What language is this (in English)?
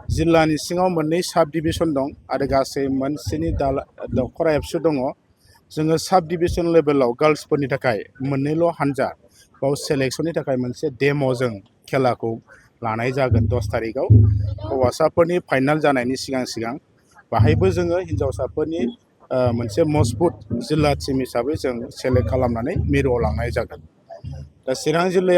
Bodo